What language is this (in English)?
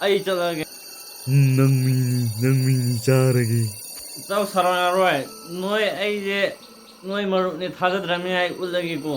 Manipuri